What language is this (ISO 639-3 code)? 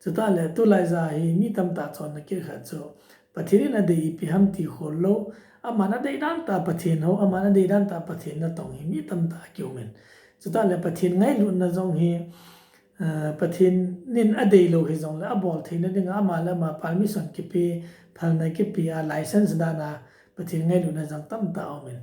tcz